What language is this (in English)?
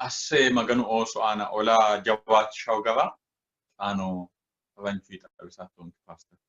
Sidamo